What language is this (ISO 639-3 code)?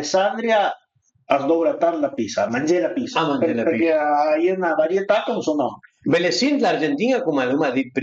pms